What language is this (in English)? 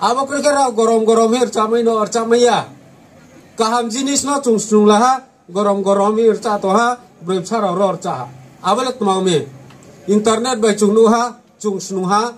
Riang (India)